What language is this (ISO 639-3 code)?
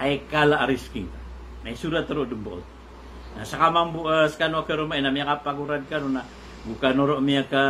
mrw